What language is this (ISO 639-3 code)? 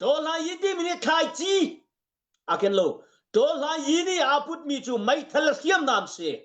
cnh